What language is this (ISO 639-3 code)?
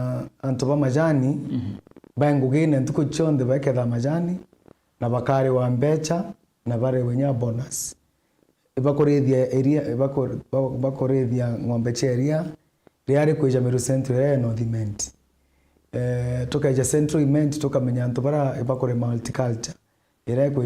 mer